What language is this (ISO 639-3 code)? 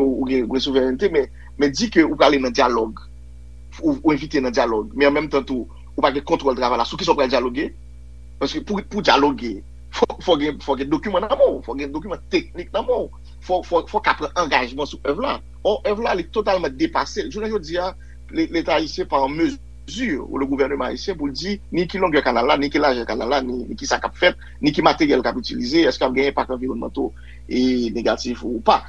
hat